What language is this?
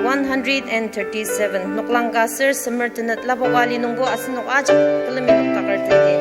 Ao Naga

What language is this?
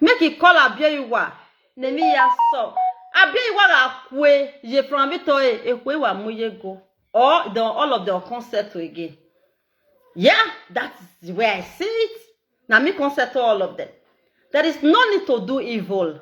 Nigerian Pidgin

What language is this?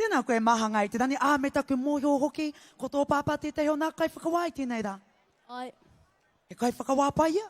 Māori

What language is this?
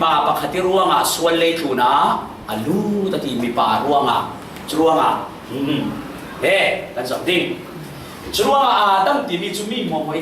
Falam Chin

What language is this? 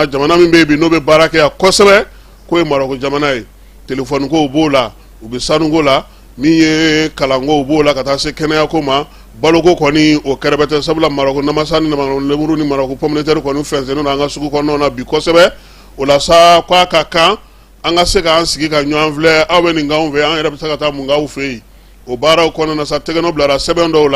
Bambara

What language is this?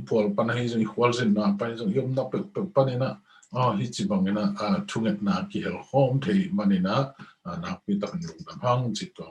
Tedim Chin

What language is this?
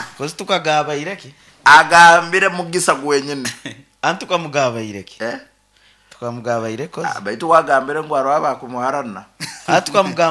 Nyoro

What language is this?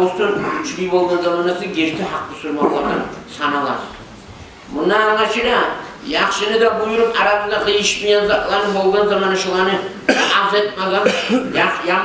Kumyk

